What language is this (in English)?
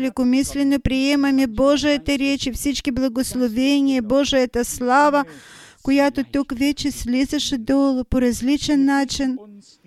Bulgarian